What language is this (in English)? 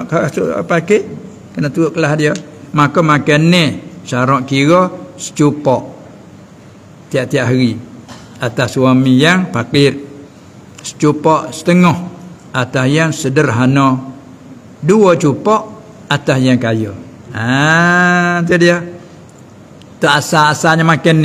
Malay